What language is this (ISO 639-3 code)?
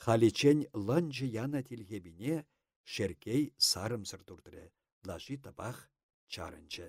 chv